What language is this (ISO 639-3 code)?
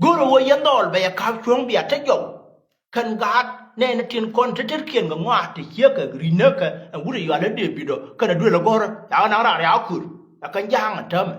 nus